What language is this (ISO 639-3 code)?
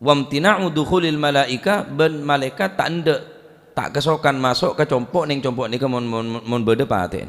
mad